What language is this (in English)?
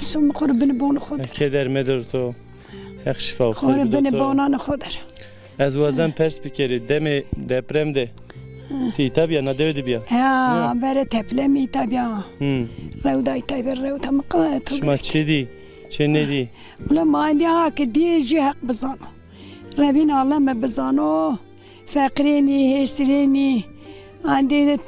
Zaza